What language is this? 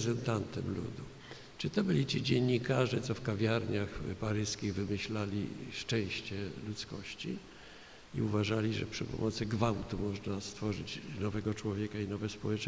Polish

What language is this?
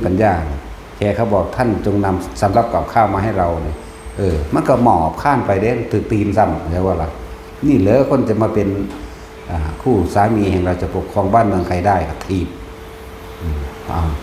Northeastern Thai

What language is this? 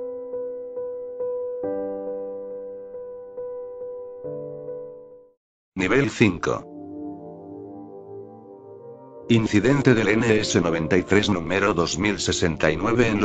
Spanish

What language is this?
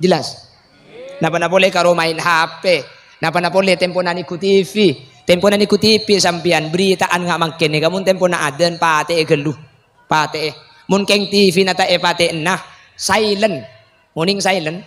Madurese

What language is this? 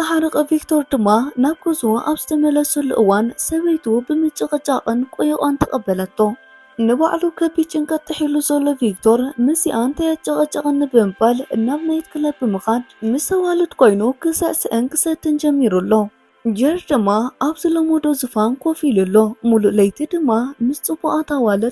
Tigrinya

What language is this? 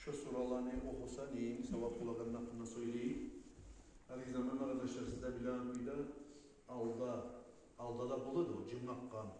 Kumyk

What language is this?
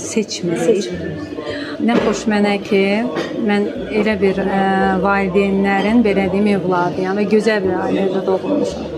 Azerbaijani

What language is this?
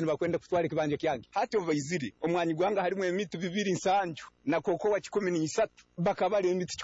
Nyankole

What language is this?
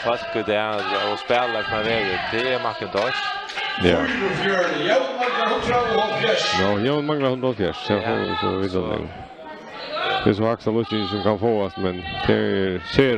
Faroese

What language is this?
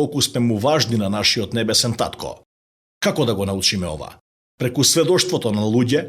Macedonian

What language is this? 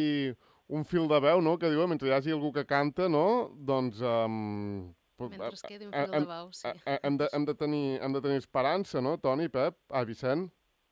Catalan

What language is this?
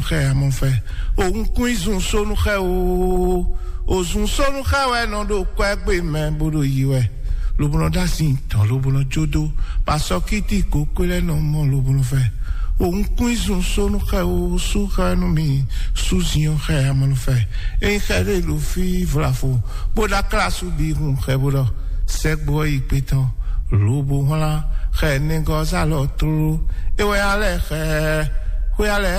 Fon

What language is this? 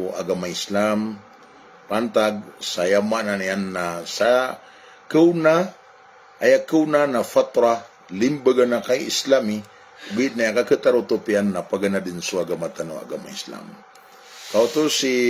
Maranao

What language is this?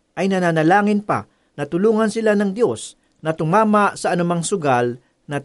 Filipino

